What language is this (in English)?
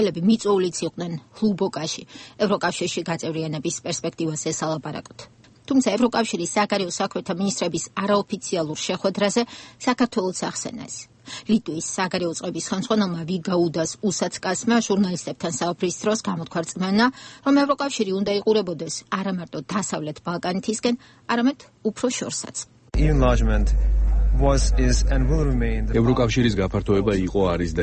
Georgian